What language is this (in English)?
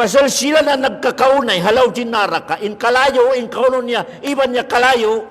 Tausug